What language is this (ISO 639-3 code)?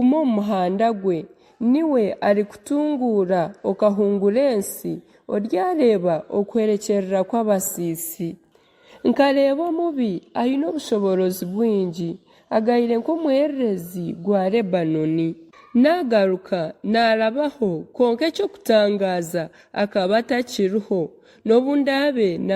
nyn